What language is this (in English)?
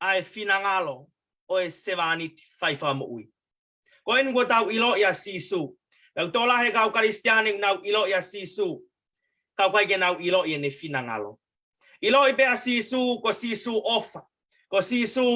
Tongan